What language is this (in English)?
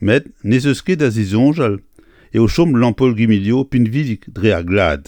Breton